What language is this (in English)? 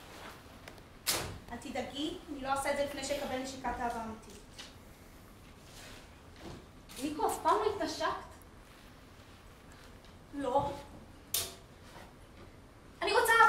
Hebrew